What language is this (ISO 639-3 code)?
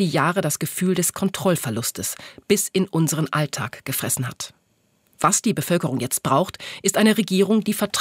deu